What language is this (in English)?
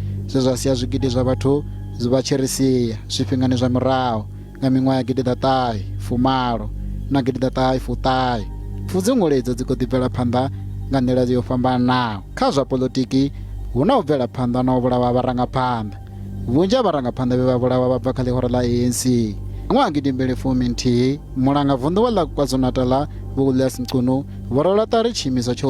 Venda